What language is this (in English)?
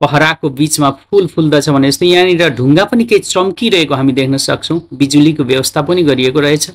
Nepali